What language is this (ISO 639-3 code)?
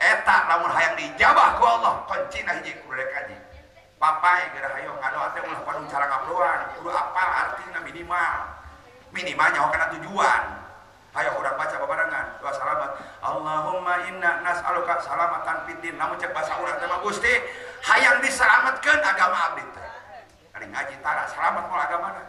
sun